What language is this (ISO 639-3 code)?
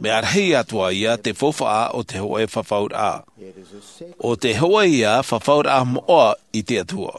tah